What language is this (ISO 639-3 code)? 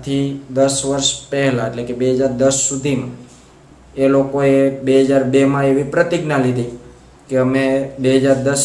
guj